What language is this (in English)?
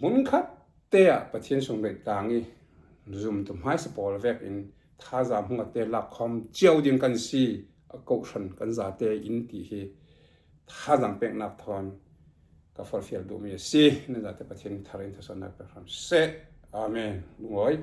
Falam Chin